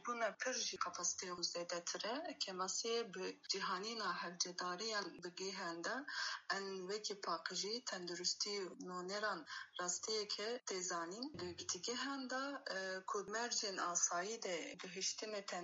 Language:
Kurdish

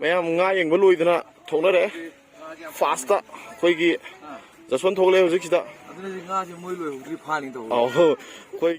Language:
Manipuri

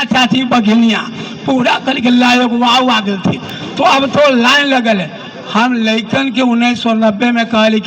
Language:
Magahi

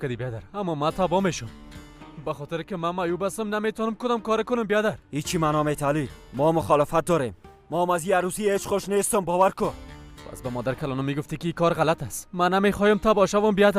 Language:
Persian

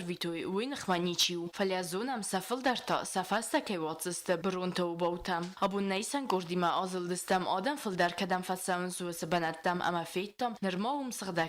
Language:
Ossetic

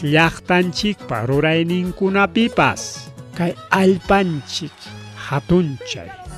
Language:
Ayacucho Quechua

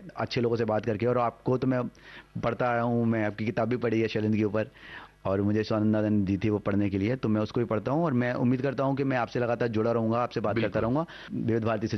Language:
Hindi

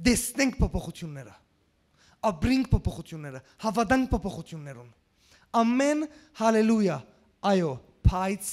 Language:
Western Armenian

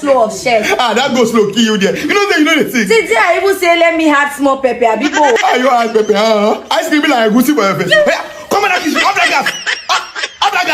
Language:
Nigerian Pidgin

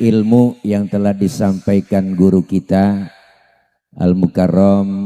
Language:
Betawi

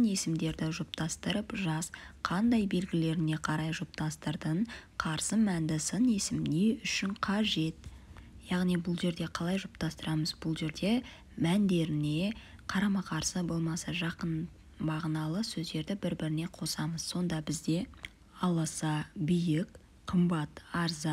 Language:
Kazakh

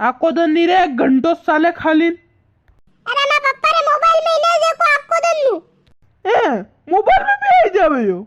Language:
Rajasthani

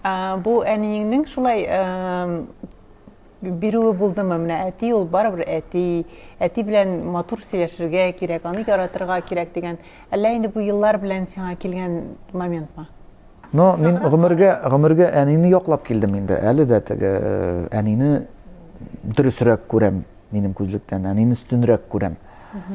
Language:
Tatar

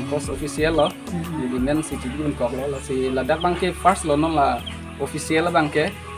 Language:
Karbi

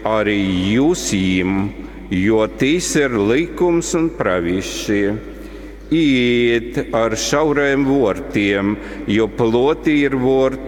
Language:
Latgalian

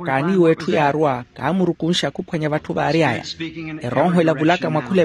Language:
Makhuwa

